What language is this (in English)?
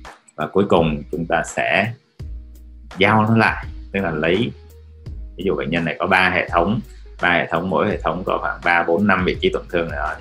Vietnamese